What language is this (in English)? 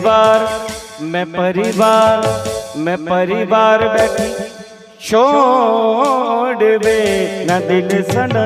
Dogri